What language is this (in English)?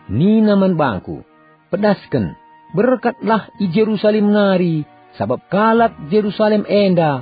Batak Karo